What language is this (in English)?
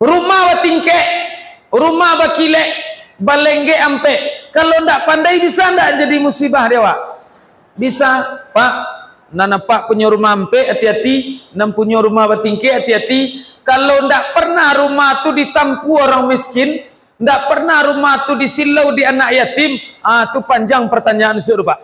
Minangkabau